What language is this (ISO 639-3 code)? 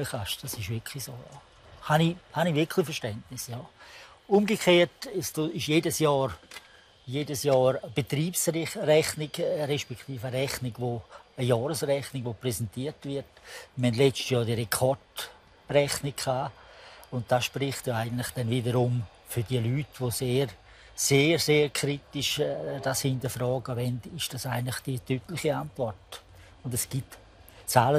roh